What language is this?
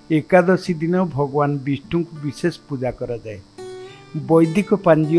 Odia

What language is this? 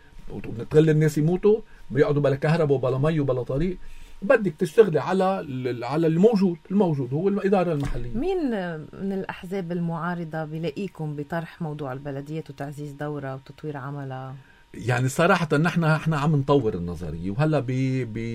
North Levantine Arabic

